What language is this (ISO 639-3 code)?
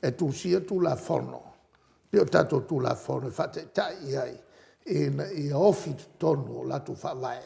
smo